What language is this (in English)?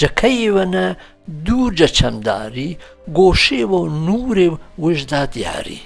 Gurani